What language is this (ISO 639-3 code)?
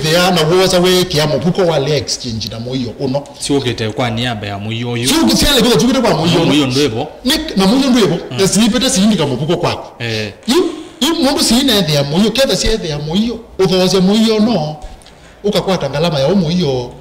kam